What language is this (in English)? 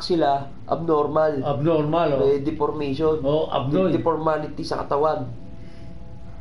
Filipino